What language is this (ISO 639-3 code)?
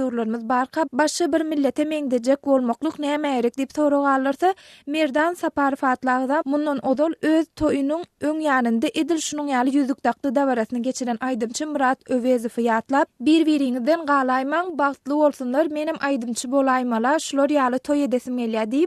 tuk